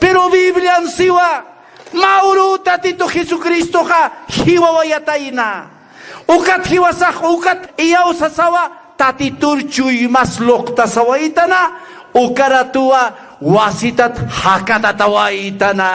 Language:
Aymara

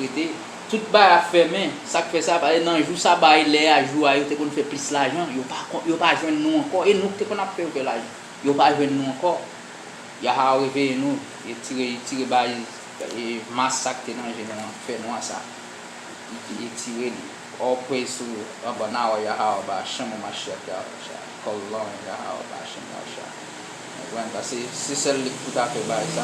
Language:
Haitian Creole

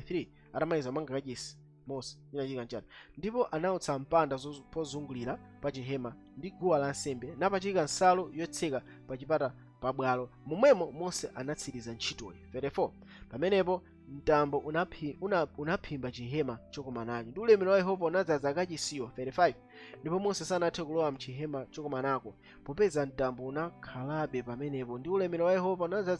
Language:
Nyanja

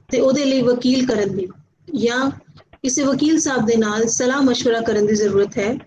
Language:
Punjabi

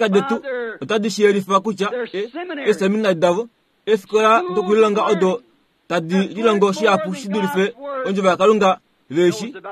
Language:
Kuanyama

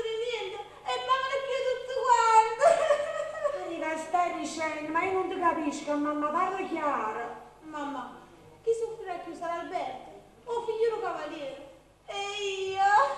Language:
Neapolitan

